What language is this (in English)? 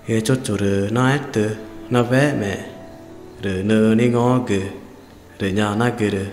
Ticuna